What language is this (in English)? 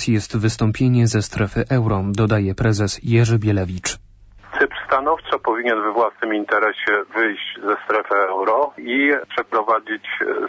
Polish